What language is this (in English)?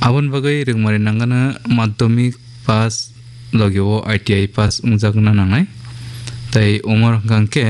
Kok Borok